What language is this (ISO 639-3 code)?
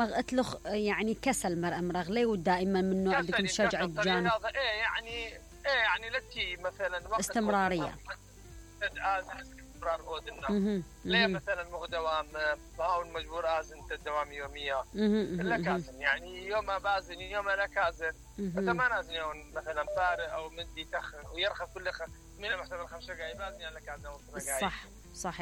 acm